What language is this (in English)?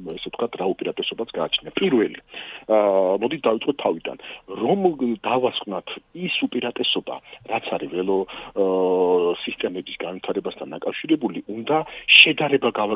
Georgian